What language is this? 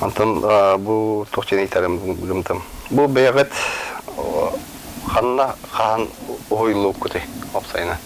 Yakut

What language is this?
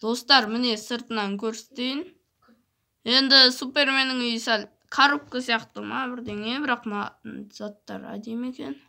Kazakh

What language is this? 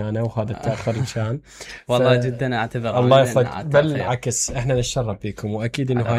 Mesopotamian Arabic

